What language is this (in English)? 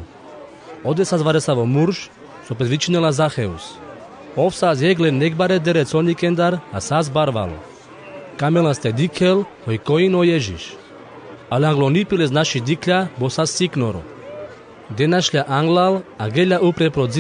Carpathian Romani